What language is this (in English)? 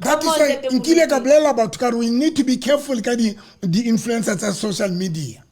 Southern Sotho